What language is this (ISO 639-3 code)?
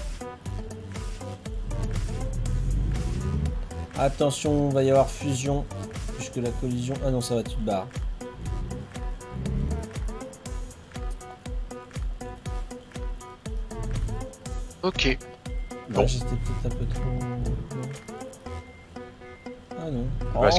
fra